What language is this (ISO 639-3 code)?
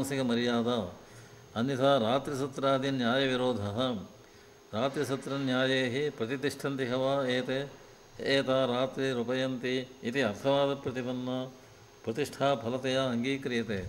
san